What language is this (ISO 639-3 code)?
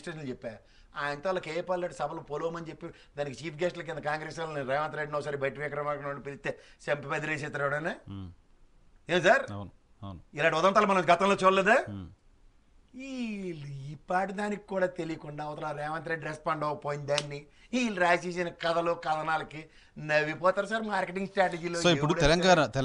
tel